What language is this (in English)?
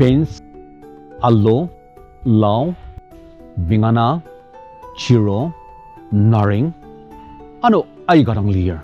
Ao Naga